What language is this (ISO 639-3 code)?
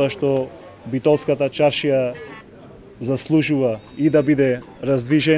mkd